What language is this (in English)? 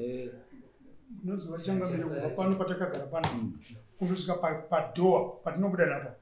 Shona